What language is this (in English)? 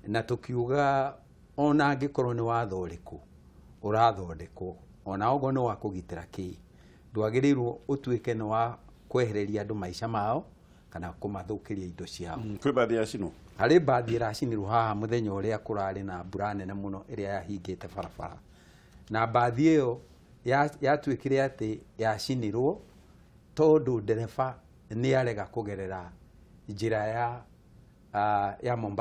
Kikuyu